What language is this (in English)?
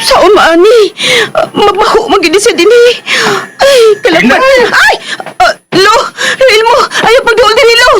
Cebuano